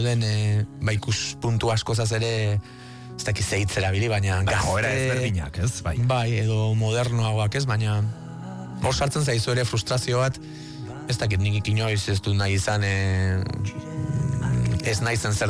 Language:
Basque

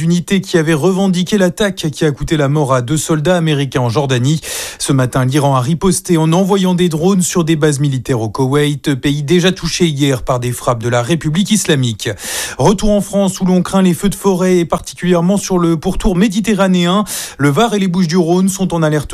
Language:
French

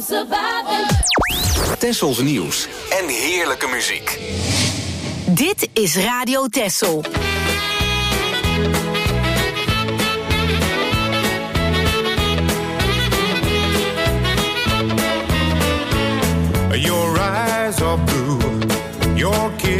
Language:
Dutch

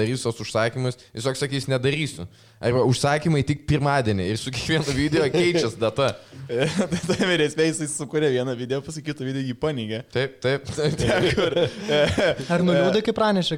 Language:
Lithuanian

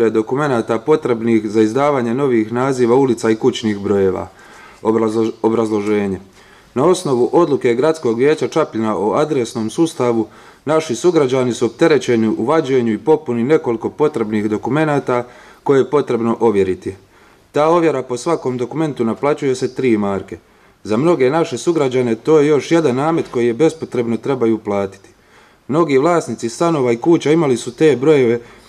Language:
Croatian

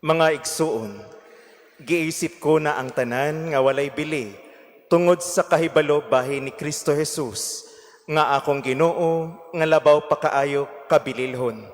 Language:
Cebuano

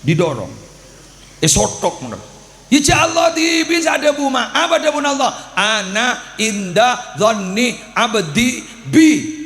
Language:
Madurese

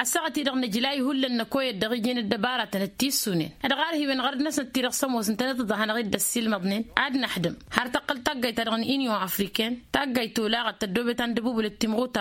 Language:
Tamasheq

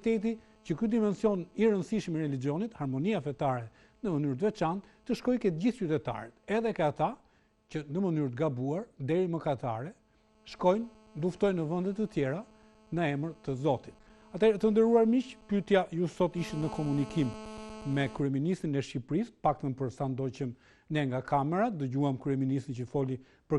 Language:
Albanian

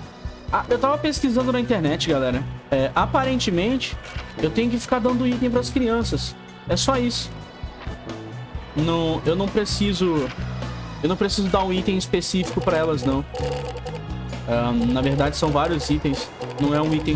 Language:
Portuguese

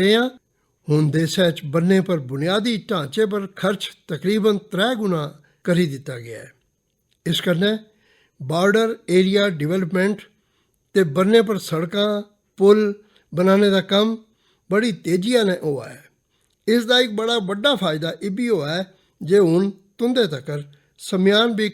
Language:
Dogri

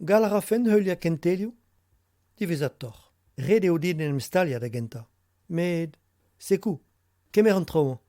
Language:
Breton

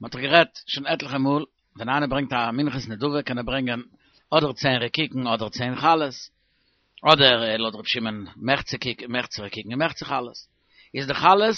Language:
Yiddish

